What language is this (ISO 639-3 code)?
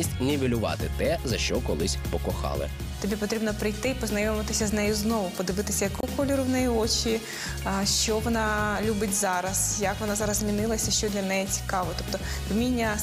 ukr